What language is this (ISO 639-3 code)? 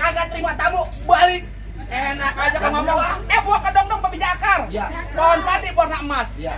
bew